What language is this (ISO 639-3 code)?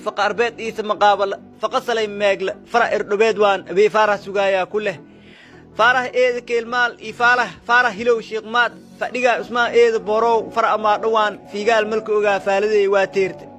som